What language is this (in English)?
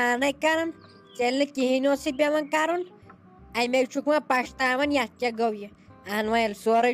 Kashmiri